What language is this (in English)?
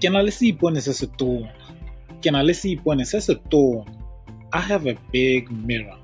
Tswana